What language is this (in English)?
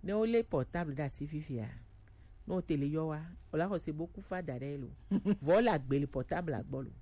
Gen